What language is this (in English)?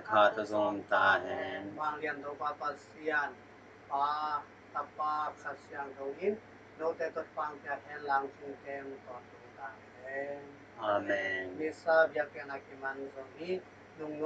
Tedim Chin